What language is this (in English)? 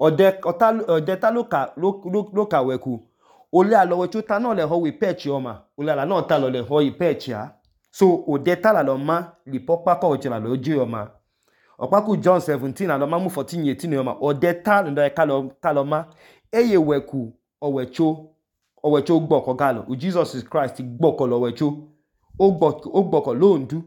Idoma